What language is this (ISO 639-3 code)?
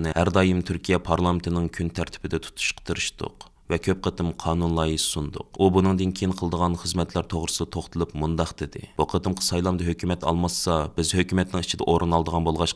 uig